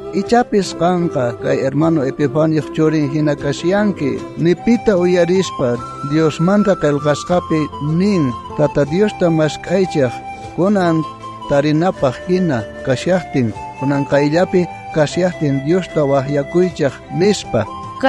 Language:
South Bolivian Quechua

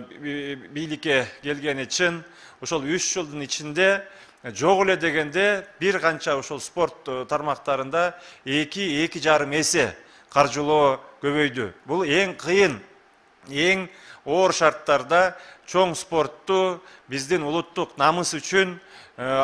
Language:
Kyrgyz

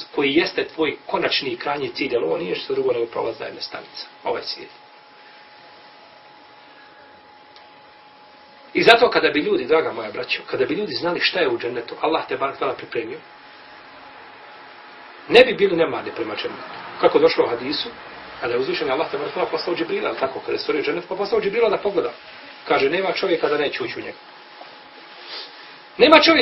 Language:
Bosnian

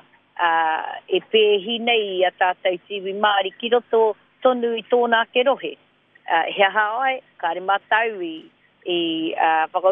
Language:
Māori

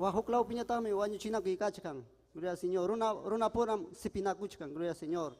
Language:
Ayacucho Quechua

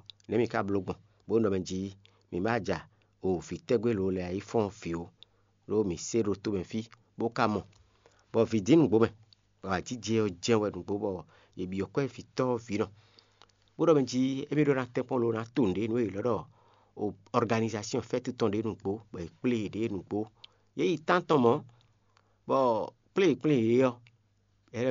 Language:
Fon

